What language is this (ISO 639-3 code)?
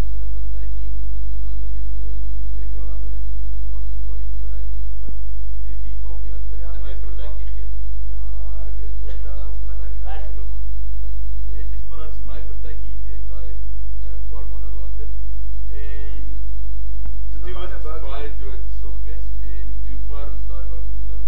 afr